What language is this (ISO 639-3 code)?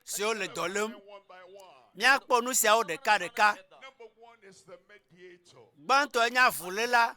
ewe